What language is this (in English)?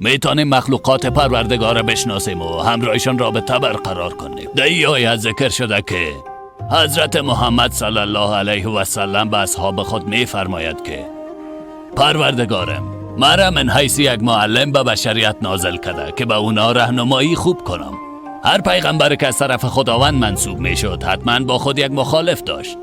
Persian